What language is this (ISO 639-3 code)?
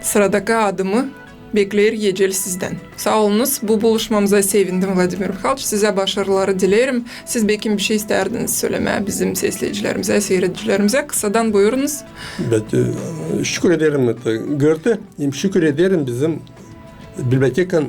gag